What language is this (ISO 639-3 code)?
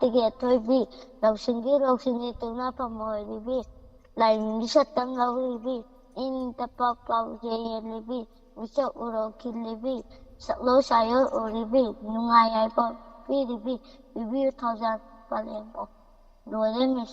mni